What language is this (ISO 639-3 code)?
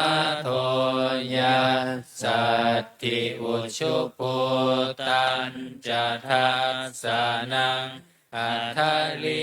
pli